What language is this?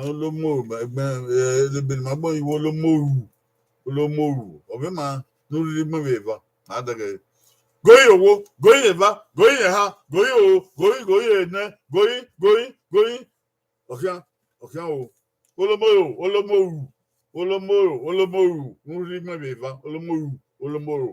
Bini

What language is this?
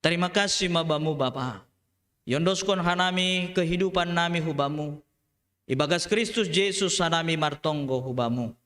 Batak Simalungun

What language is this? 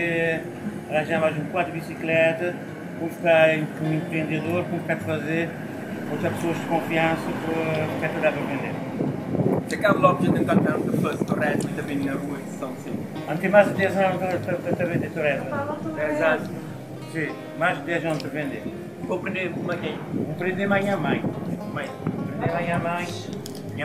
Kabuverdianu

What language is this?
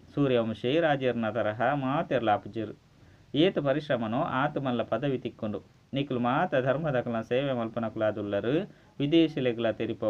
Tulu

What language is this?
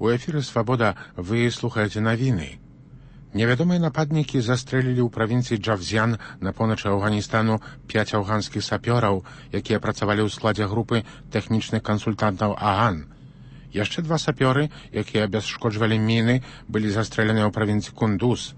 Belarusian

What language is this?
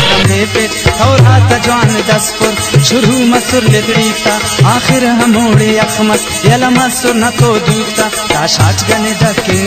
Brahui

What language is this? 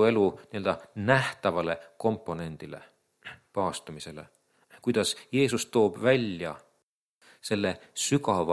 Estonian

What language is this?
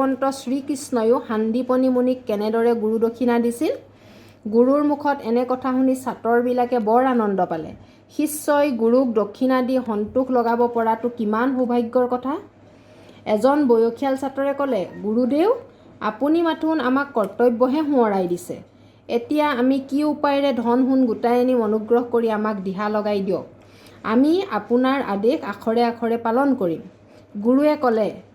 Assamese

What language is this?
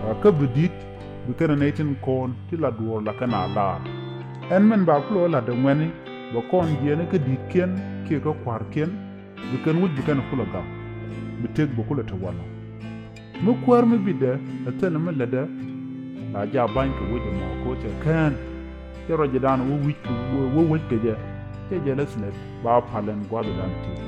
Nuer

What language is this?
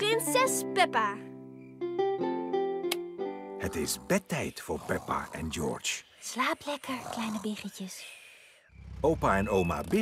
Dutch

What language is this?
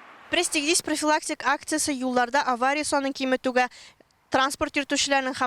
Tatar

